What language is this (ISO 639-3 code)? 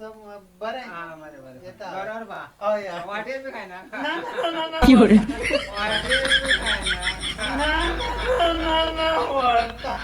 kok